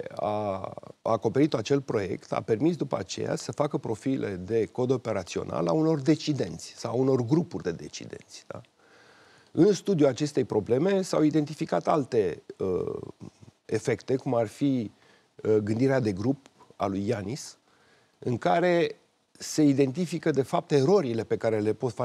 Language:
Romanian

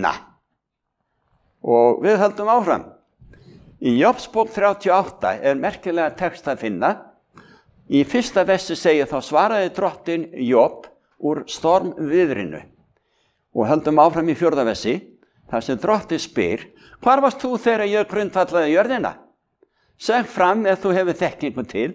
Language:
Icelandic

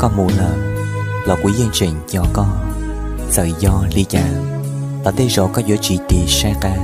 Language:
Hmong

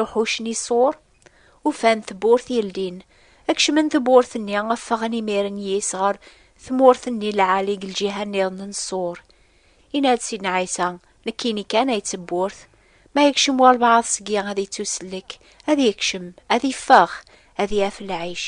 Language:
Kabyle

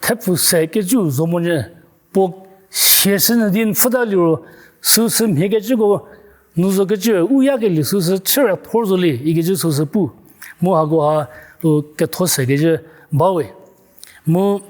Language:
Angami Naga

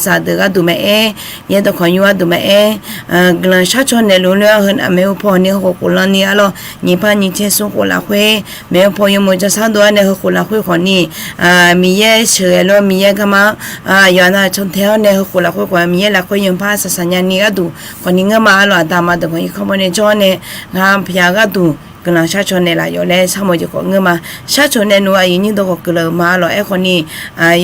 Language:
Akha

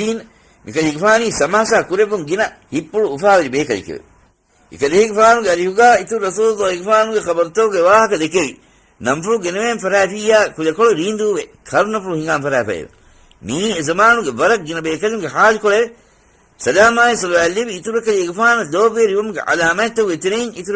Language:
Divehi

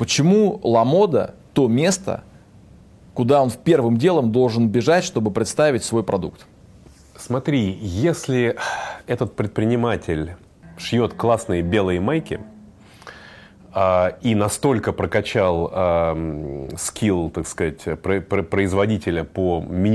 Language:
Russian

